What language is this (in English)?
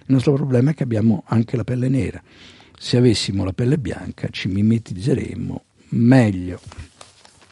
Italian